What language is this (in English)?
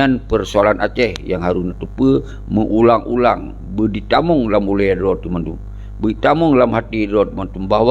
Achinese